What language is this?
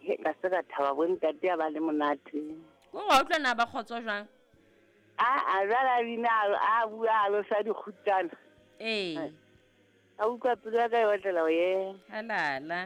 Southern Sotho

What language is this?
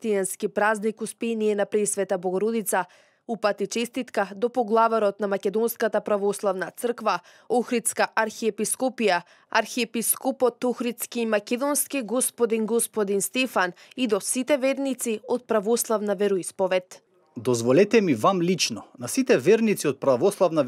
Macedonian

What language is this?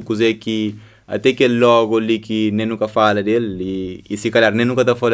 Kabuverdianu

